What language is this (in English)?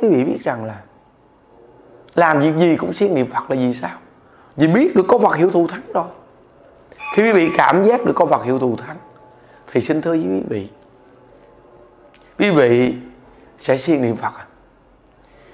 Vietnamese